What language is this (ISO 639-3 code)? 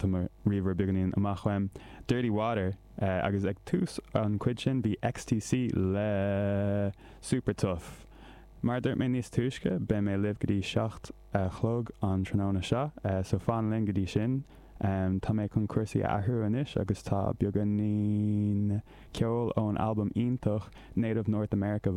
gle